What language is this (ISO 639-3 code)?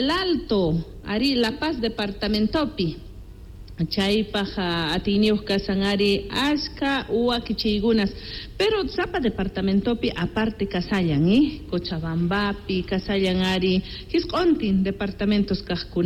que